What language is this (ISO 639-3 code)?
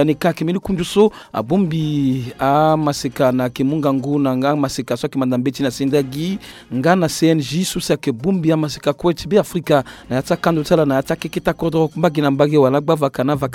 sag